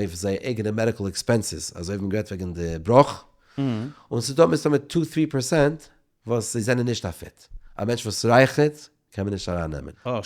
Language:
Yiddish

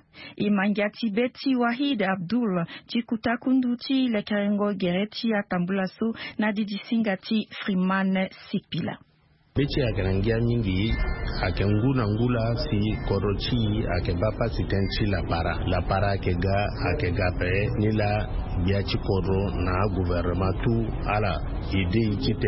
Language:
Sango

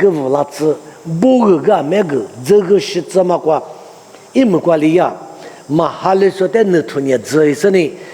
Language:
Lisu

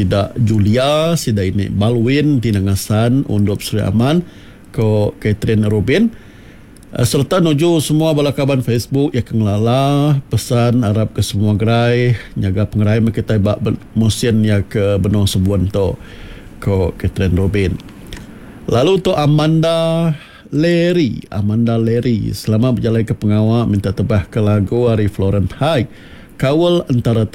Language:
Iban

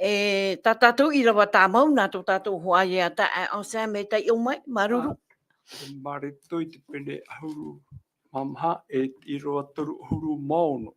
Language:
Tahitian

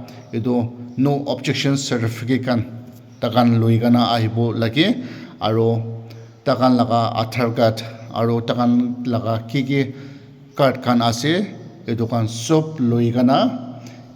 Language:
Naga Pidgin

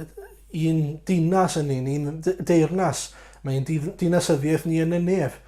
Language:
Welsh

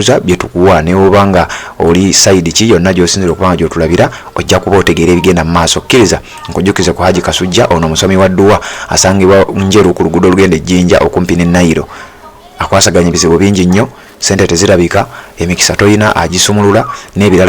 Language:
Ganda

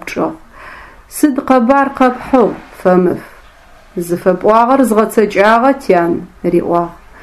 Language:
Adyghe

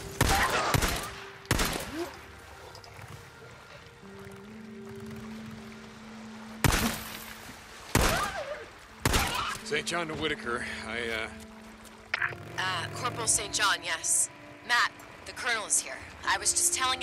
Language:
English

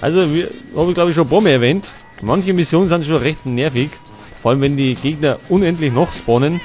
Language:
Bavarian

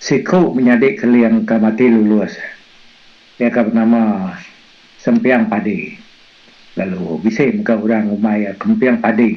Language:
Iban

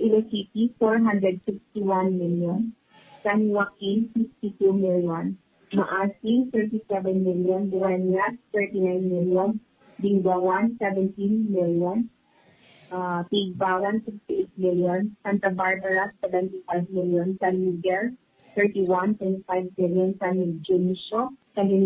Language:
Hiligaynon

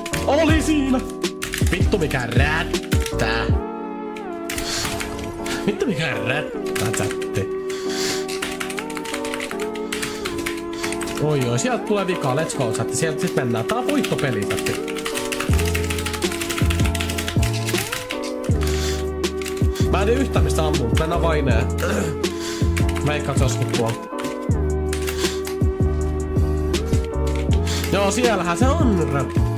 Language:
Finnish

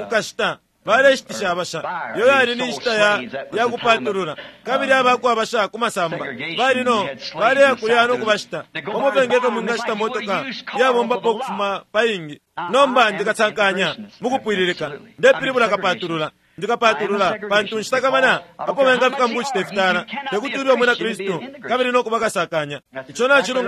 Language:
Bemba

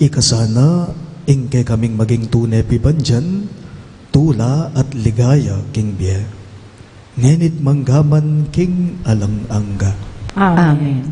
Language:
Pampanga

